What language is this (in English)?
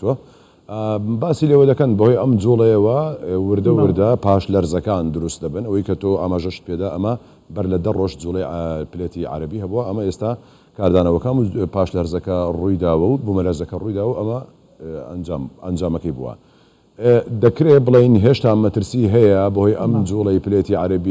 Central Kurdish